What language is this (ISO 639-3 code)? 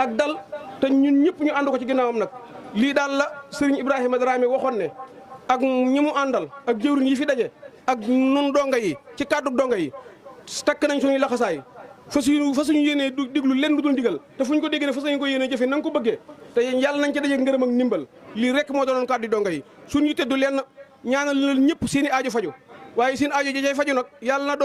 wol